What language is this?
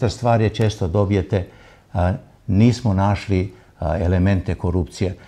Serbian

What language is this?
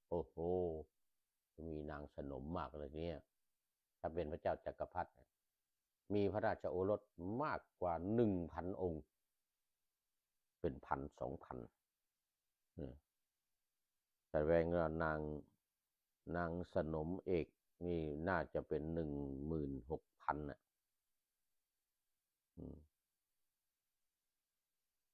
Thai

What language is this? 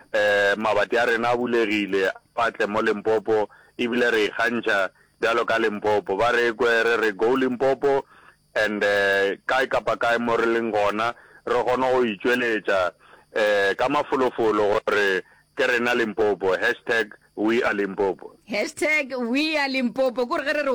Northern Sotho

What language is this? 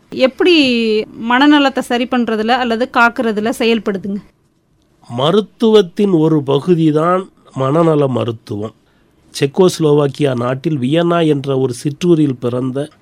Tamil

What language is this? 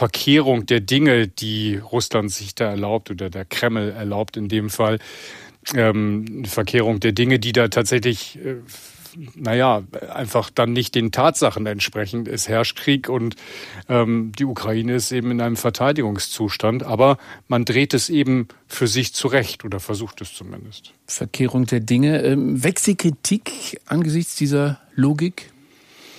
German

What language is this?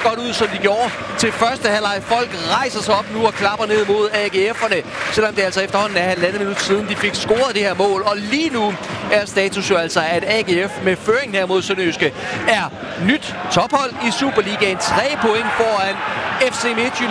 Danish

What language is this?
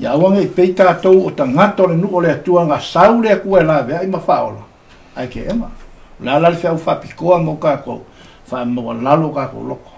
Samoan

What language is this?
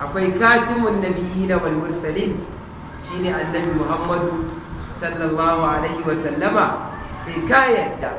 Hausa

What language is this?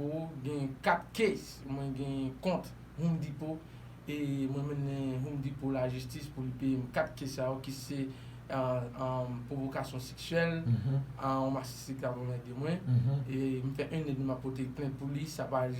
Haitian Creole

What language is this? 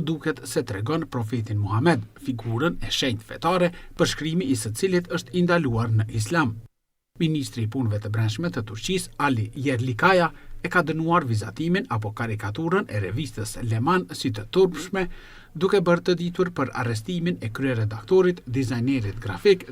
Albanian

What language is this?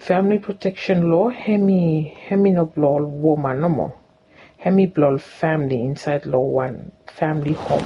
Bislama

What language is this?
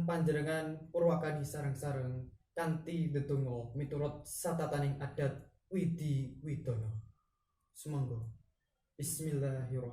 Javanese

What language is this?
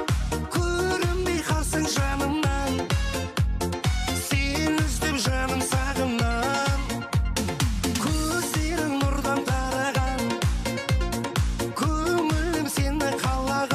Kazakh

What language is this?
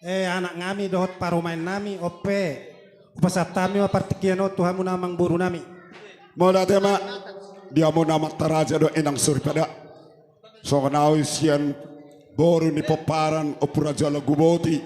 Batak Toba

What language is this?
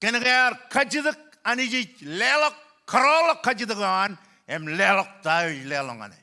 Marshallese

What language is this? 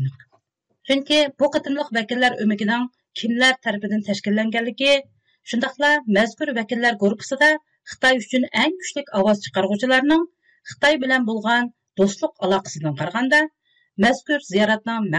Uyghur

